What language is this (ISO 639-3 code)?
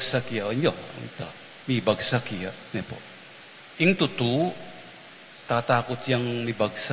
pam